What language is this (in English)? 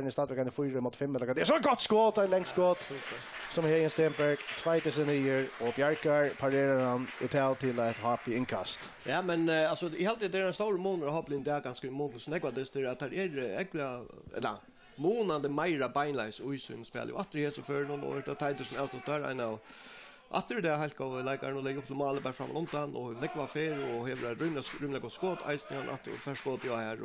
Faroese